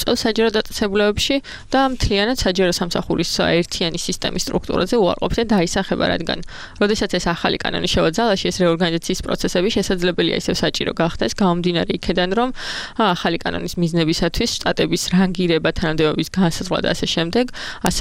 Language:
Georgian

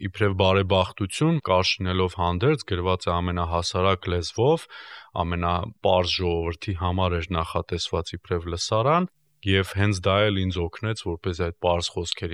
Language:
Armenian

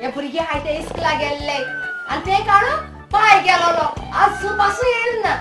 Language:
Konkani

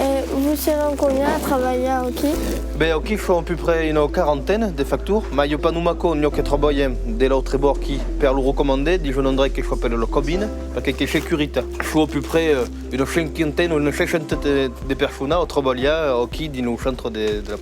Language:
Occitan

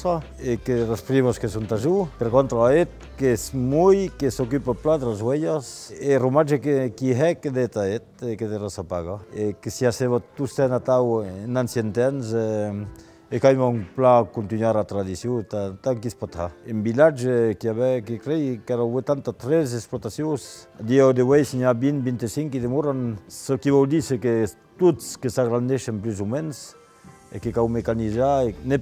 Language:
Occitan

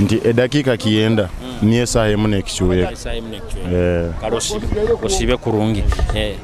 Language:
Nyoro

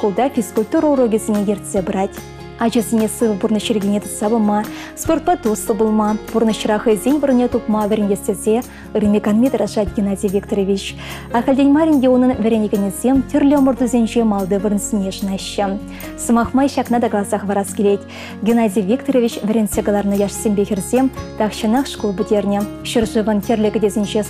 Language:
Chuvash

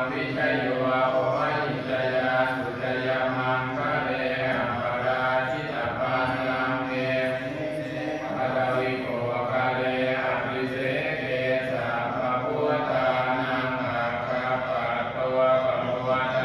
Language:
Pali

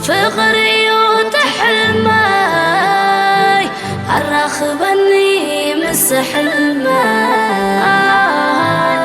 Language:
Tigrinya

